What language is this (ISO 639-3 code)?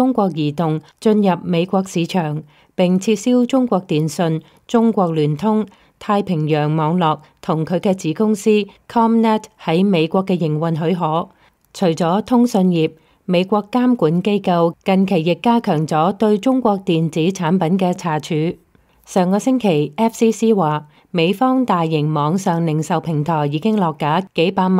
yue